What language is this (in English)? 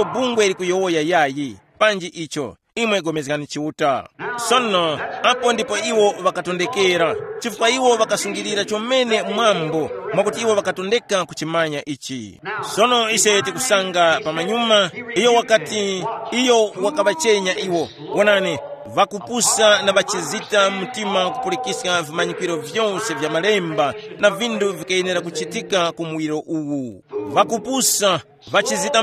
Tumbuka